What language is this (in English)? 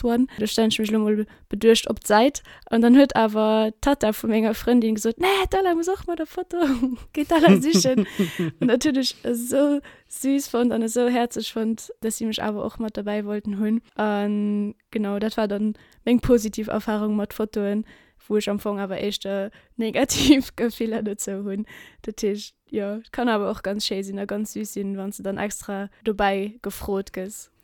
Luxembourgish